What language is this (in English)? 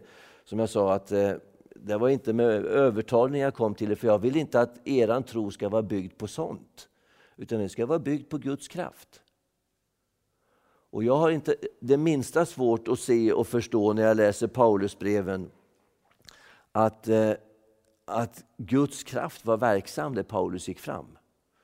Swedish